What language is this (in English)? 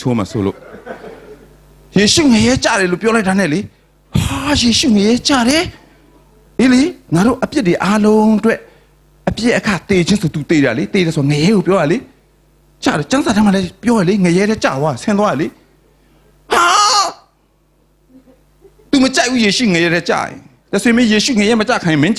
Burmese